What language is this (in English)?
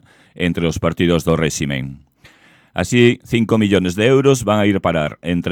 Galician